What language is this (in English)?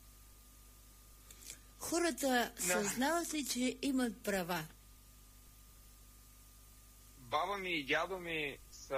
Bulgarian